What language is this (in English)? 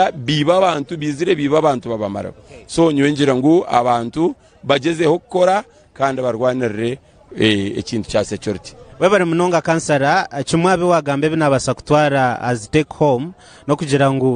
Nyankole